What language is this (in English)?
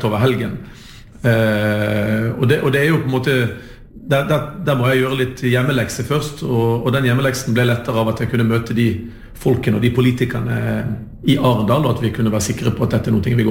Norwegian